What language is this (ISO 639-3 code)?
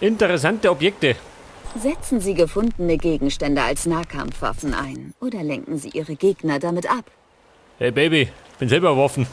bar